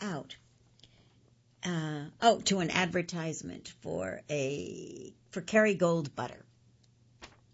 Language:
English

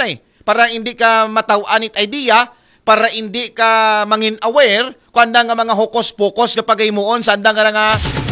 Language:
Aklanon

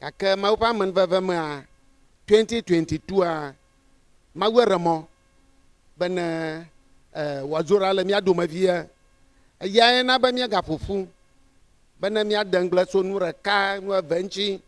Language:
Ewe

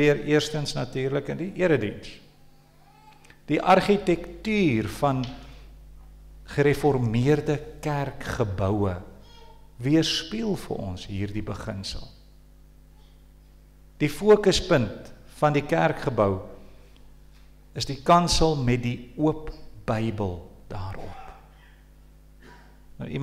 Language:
Afrikaans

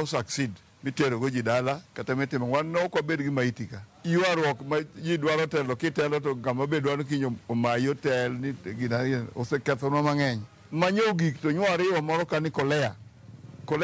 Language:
Luo (Kenya and Tanzania)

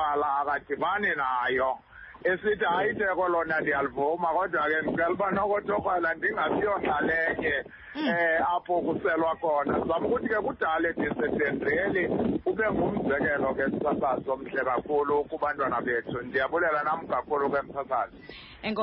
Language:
Xhosa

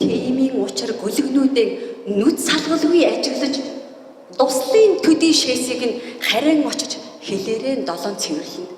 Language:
Mongolian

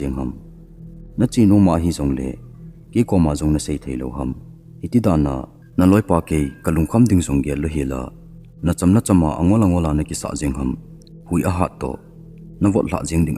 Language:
Thado Chin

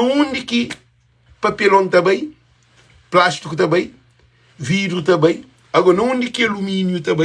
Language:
Kabuverdianu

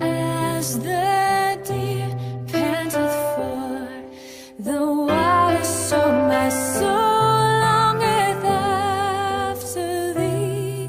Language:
Batak Simalungun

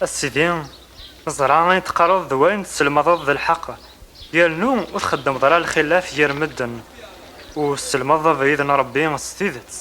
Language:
Kabyle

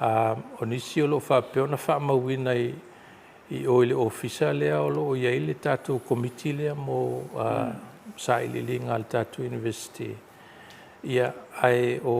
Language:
Samoan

